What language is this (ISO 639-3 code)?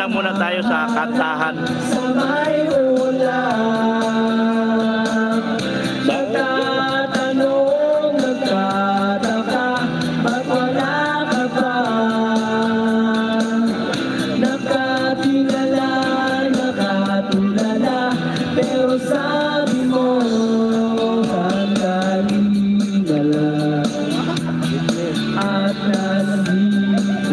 fil